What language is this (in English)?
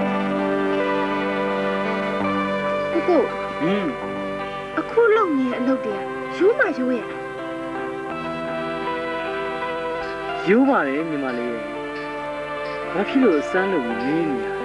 Burmese